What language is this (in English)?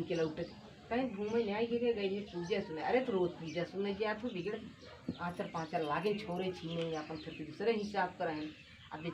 Awadhi